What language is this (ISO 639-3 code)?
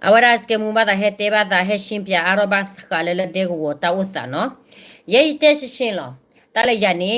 ksw